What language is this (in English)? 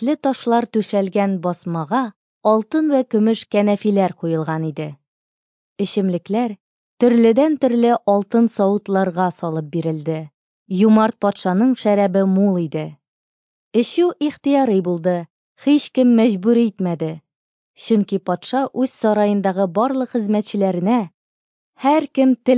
Tatar